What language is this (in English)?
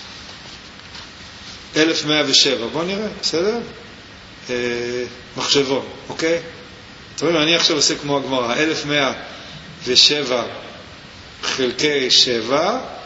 Hebrew